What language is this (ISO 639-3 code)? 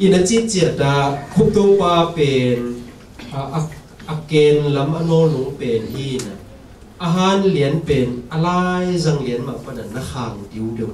ctd